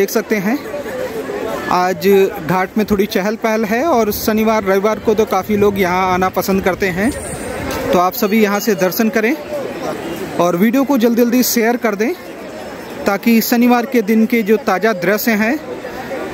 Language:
Hindi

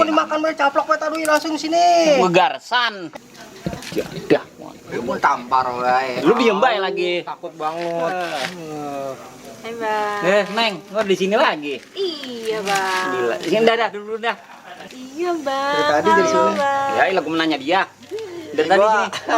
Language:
Betawi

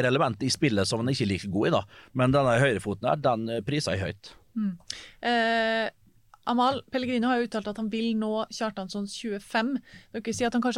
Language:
Norwegian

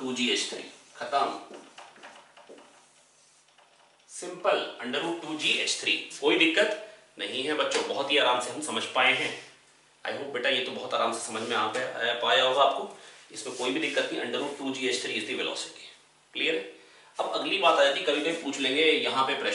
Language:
Hindi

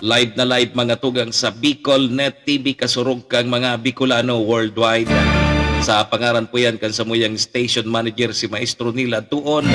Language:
Bikol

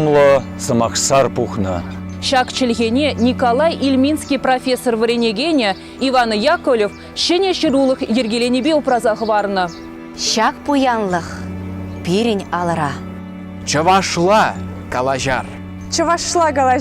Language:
Chuvash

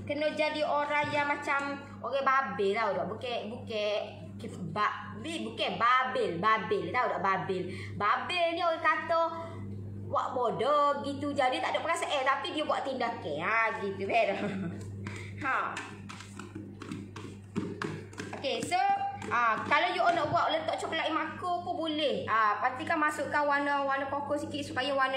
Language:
Malay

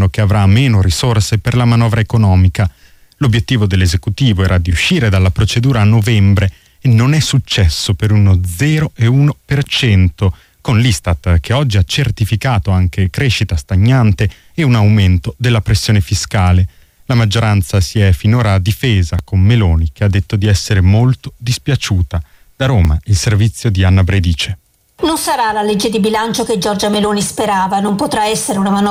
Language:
Italian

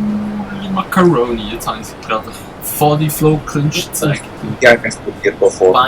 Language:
Swiss German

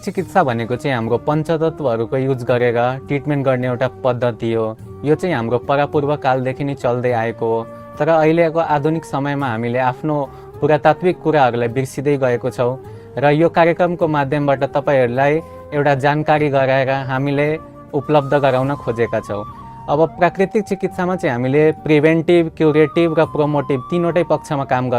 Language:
Nepali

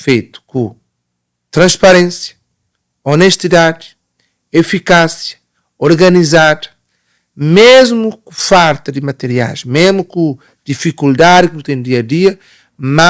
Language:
Kabuverdianu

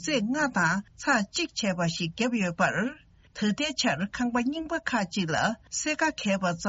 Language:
Tibetan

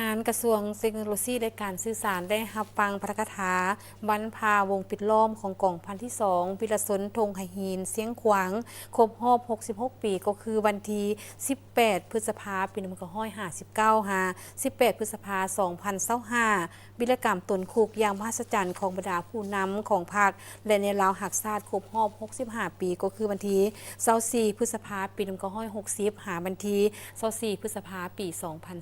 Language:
Lao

